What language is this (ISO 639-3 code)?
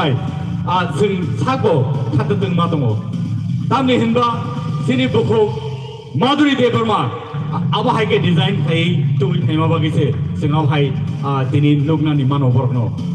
trp